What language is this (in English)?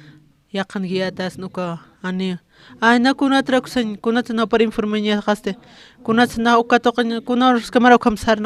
Aymara